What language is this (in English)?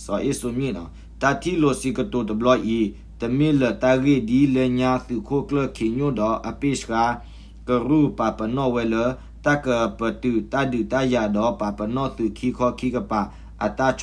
S'gaw Karen